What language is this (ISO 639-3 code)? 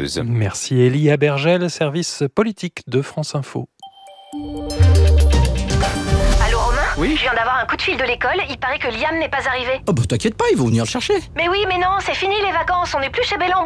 fra